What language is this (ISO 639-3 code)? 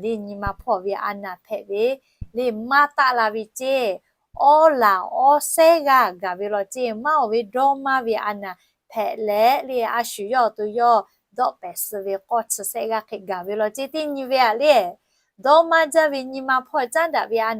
lhu